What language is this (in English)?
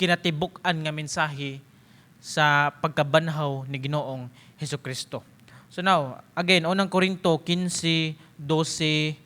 Cebuano